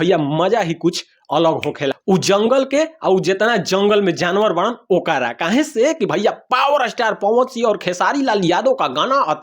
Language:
Bhojpuri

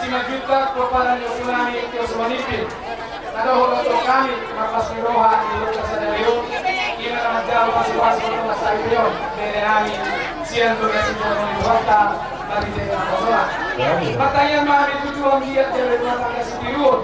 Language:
Batak Toba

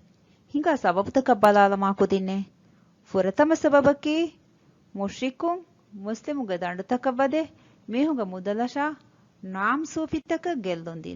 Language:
Divehi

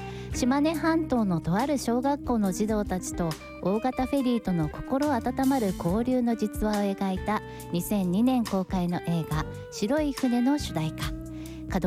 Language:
Japanese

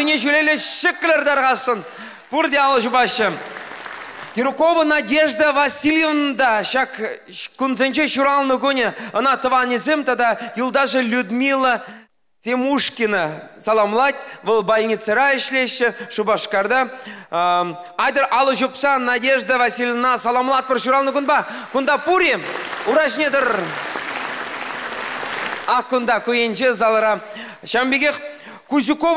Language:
Chuvash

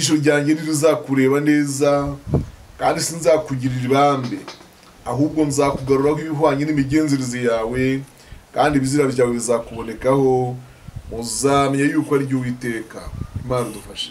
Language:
Kinyarwanda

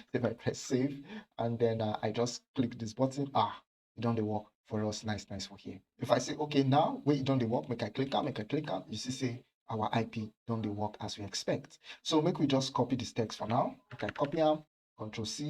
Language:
Nigerian Pidgin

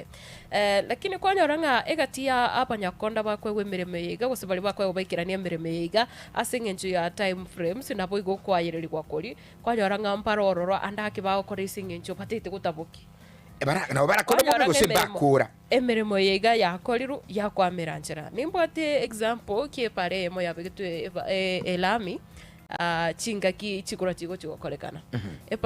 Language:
Gusii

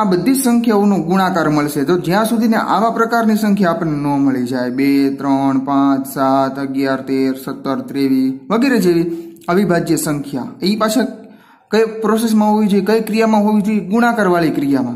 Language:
Gujarati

